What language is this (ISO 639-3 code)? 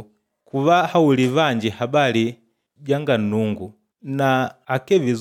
kde